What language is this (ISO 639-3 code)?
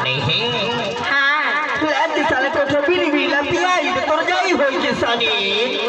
hne